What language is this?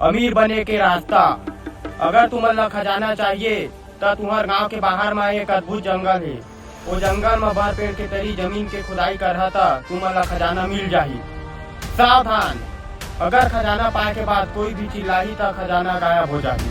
Chhattisgarhi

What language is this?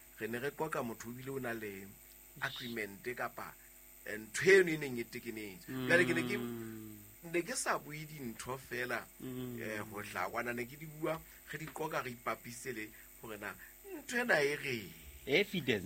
Southern Sotho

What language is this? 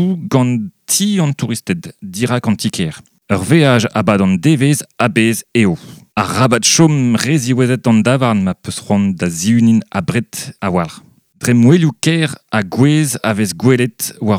Breton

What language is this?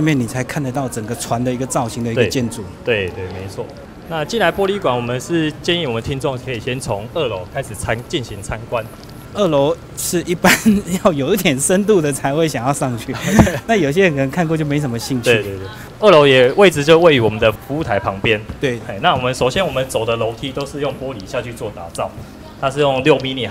Chinese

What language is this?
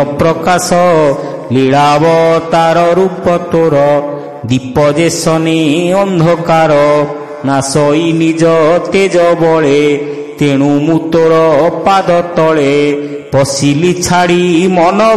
Odia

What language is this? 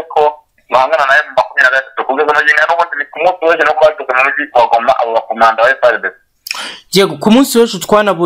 Kinyarwanda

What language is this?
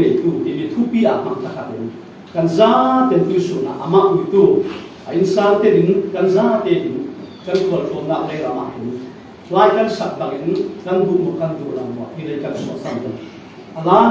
Falam Chin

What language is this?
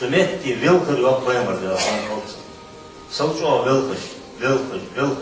Ingush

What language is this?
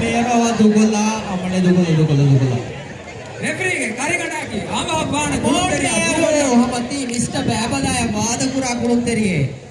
Divehi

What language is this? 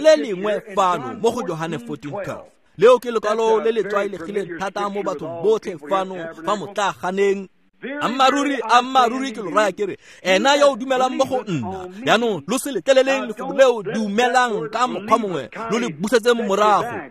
Tswana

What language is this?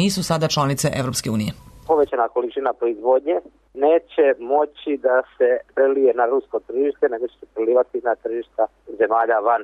Serbian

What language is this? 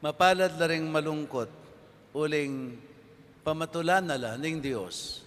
Pampanga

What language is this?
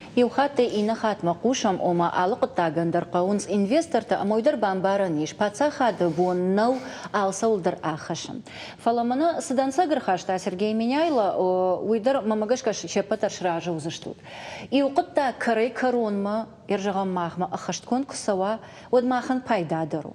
Ossetic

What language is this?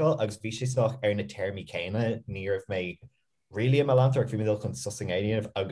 Irish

